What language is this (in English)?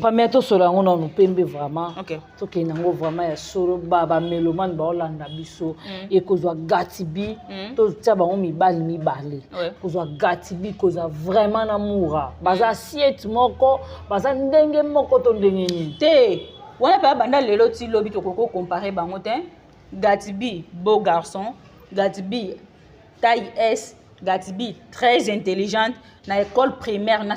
Lingala